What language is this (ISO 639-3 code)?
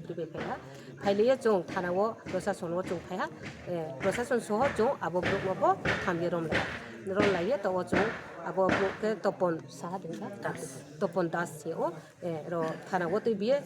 ria